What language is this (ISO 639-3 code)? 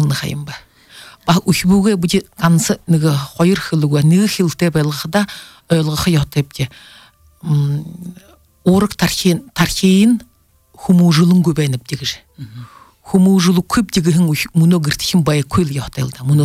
bua